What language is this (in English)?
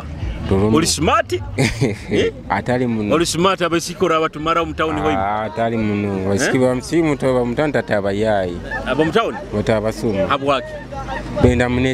Nyoro